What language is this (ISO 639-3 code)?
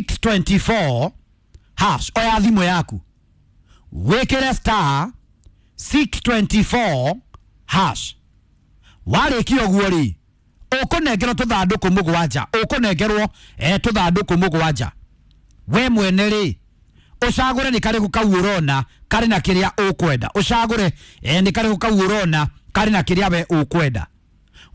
kik